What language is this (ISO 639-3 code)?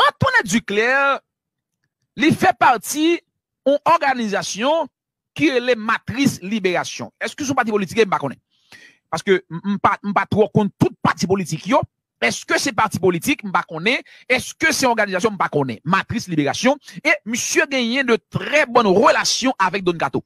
hat